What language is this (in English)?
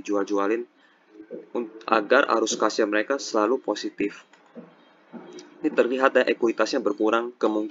Indonesian